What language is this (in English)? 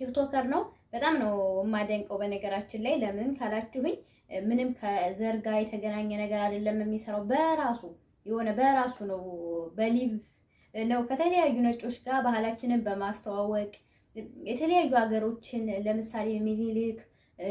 Amharic